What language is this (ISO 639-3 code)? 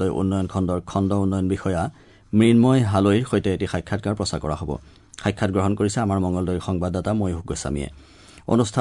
asm